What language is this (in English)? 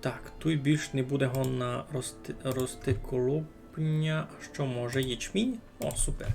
Rusyn